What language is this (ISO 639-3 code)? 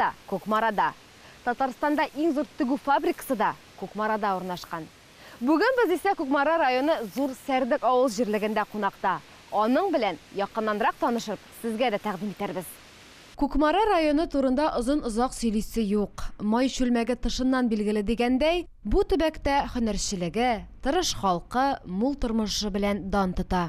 tat